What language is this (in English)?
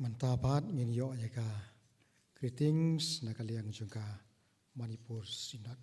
Khasi